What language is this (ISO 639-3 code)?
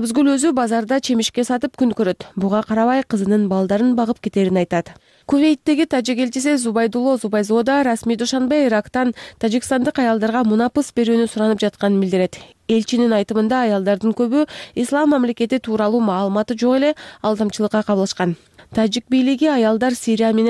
kir